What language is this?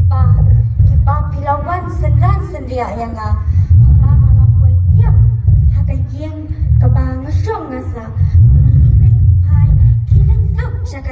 Khasi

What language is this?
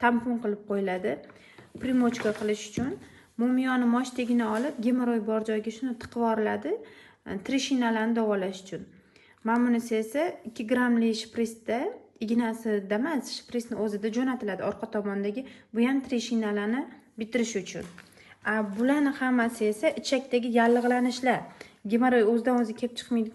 Uzbek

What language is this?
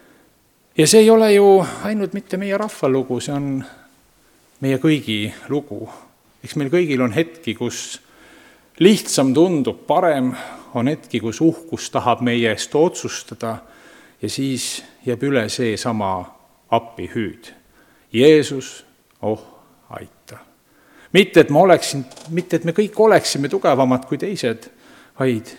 Estonian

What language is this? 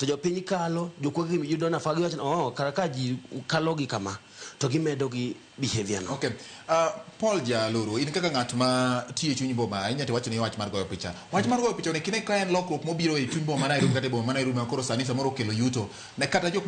Luo (Kenya and Tanzania)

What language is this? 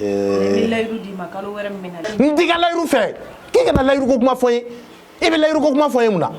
Bambara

